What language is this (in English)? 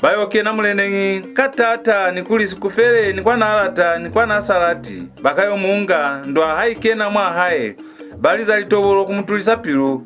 Lozi